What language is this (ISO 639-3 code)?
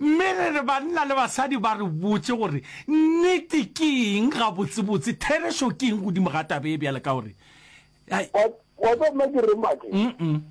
nso